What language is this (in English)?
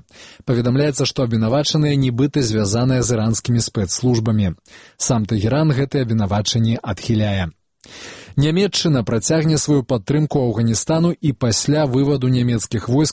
Belarusian